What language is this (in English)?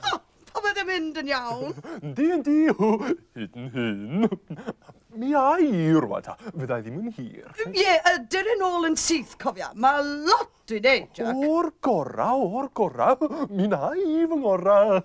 Welsh